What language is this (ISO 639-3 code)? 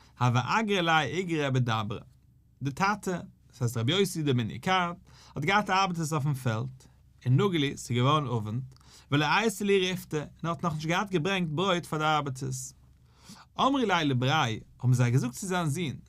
yid